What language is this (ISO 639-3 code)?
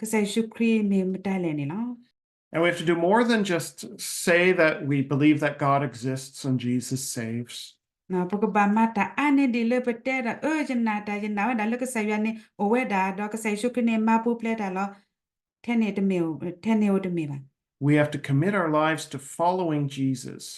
ksw